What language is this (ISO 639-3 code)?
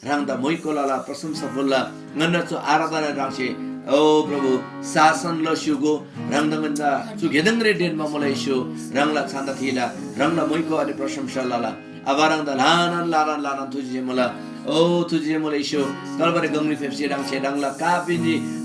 taj